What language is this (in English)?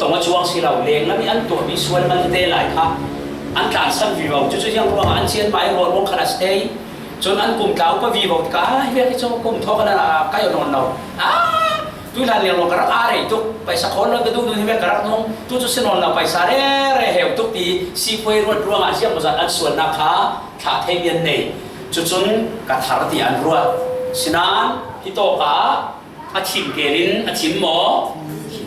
Falam Chin